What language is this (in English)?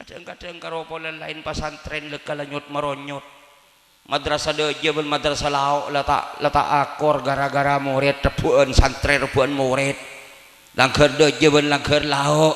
Madurese